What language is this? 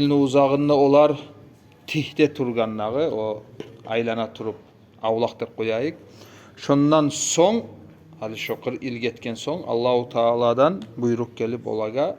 Kumyk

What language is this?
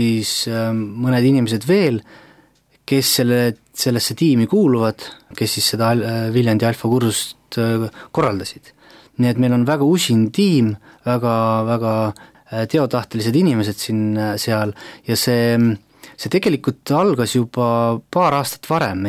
Estonian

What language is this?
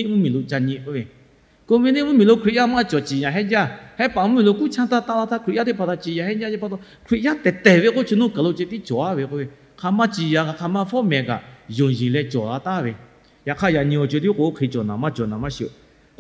Lahu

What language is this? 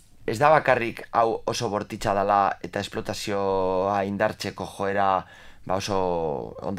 Basque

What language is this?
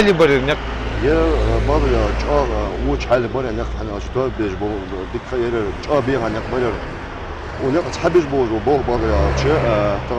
Ingush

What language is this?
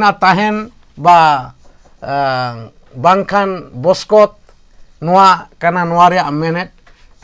Santali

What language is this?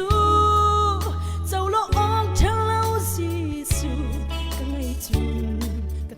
Hakha Chin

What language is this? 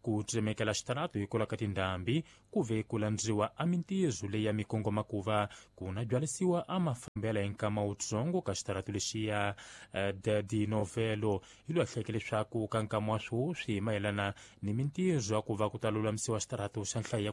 Tsonga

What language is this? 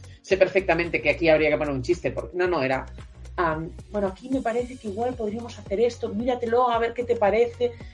Spanish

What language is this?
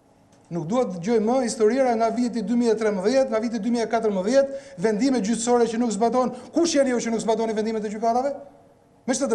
Albanian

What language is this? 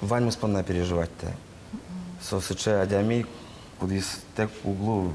Udmurt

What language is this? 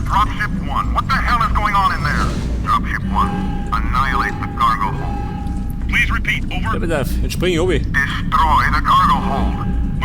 Bavarian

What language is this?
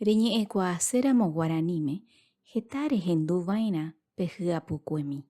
Guarani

